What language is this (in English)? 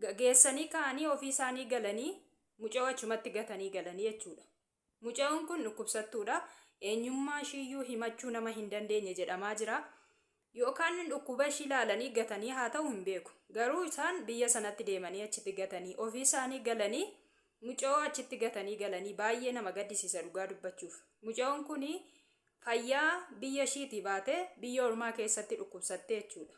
Oromo